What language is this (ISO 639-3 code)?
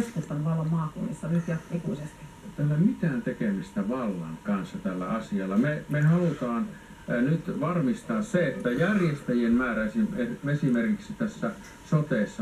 fin